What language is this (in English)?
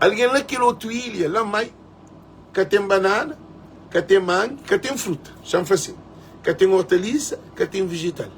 Kabuverdianu